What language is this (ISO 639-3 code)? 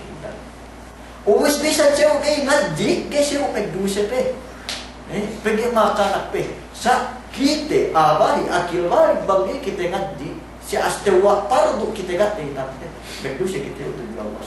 yka